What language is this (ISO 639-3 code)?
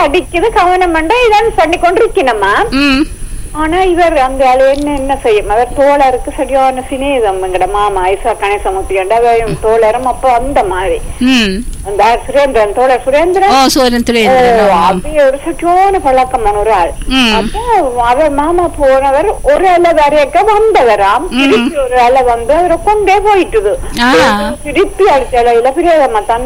tam